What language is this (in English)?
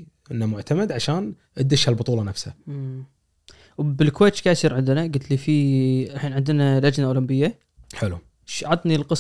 Gulf Arabic